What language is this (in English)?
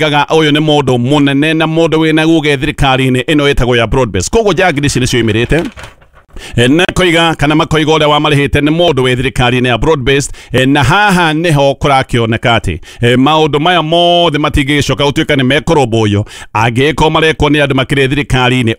Kikuyu